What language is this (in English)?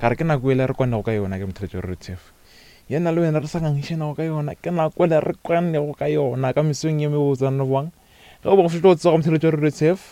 Northern Sotho